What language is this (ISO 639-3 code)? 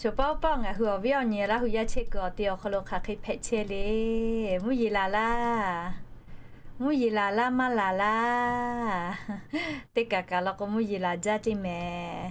lhu